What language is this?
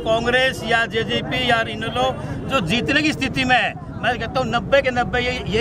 Hindi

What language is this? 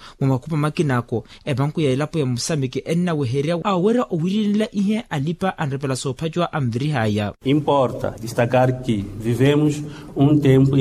Makhuwa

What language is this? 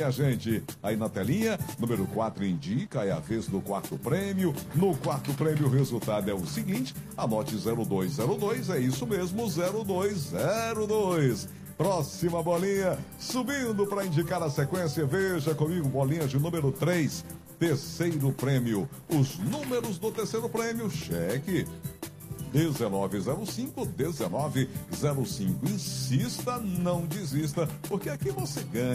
Portuguese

